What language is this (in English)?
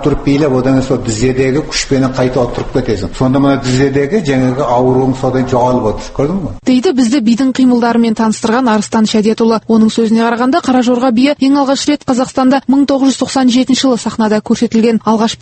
Kazakh